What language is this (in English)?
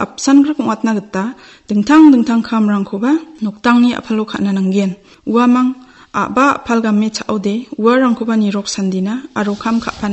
Garo